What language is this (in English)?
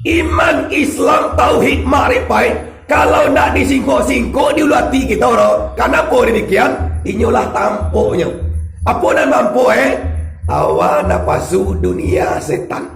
Minangkabau